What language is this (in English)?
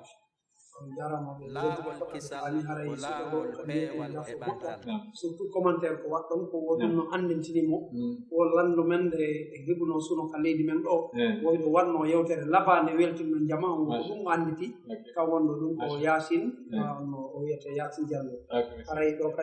Pular